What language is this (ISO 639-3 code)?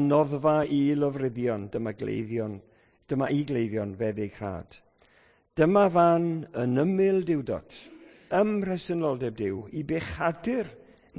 cym